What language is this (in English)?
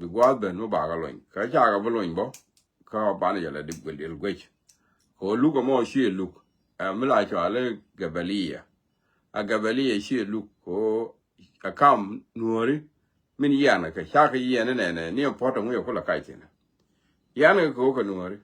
Nuer